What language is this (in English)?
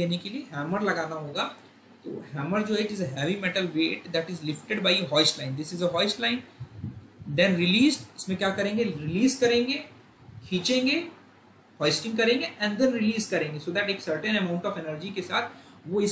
Hindi